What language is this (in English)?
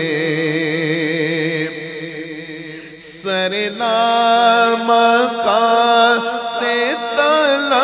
Urdu